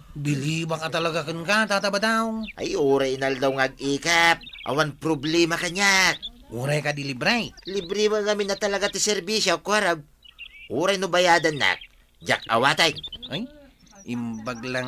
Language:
Iloko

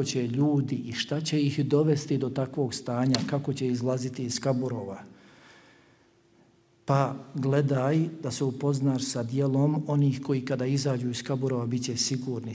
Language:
Bosnian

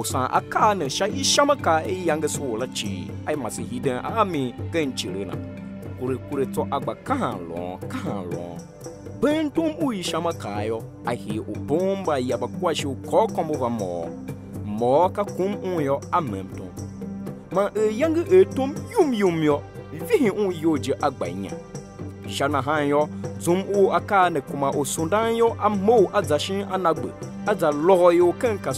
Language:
Tiv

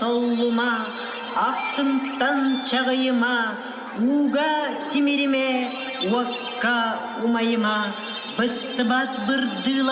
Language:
Yakut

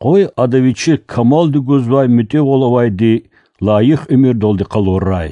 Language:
Lezghian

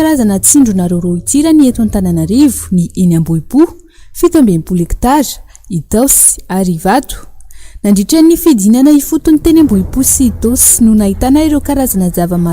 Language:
Malagasy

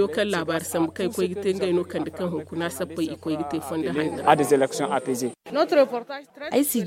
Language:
Zarma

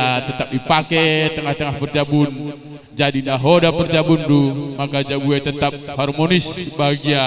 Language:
Batak Karo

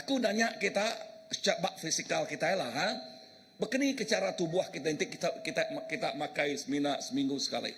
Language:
Iban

